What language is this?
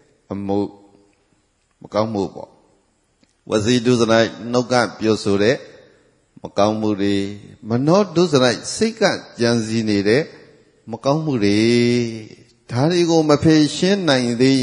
Burmese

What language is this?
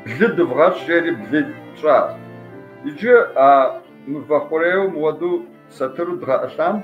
Kabardian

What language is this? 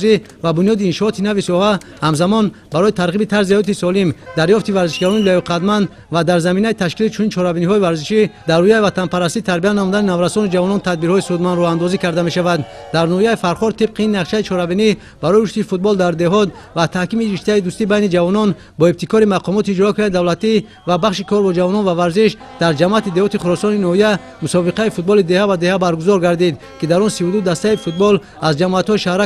Tajik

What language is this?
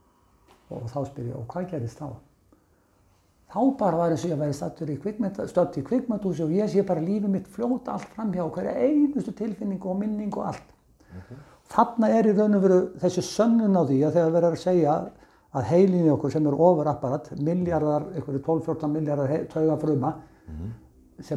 Icelandic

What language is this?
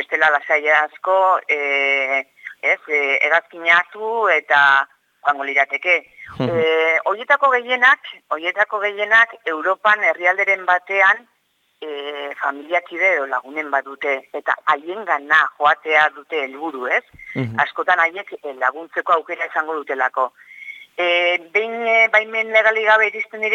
Basque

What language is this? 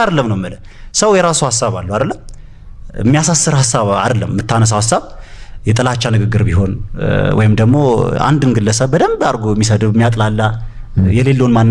Amharic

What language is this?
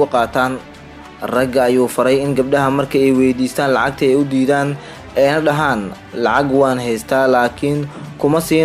Somali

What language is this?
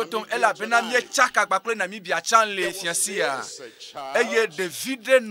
Ewe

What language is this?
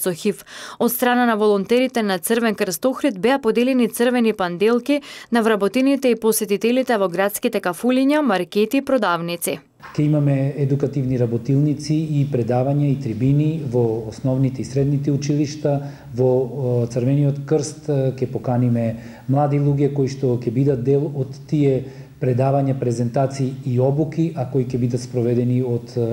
Macedonian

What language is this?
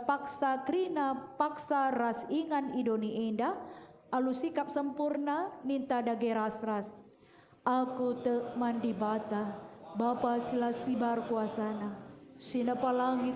Batak Karo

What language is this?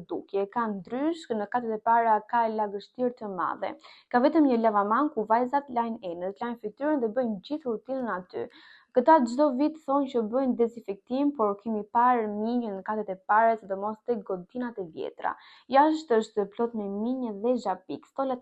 Albanian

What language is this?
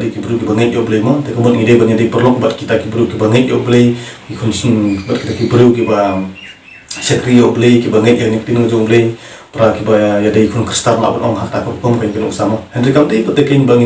Khasi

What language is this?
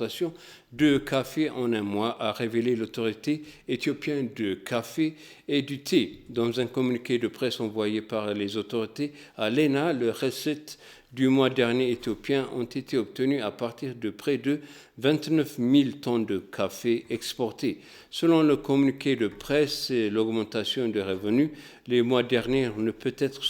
French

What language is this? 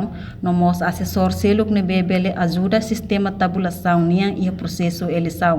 Tetum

